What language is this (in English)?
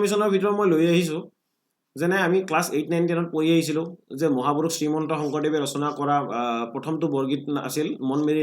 Assamese